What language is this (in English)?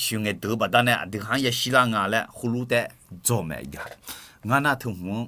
Akha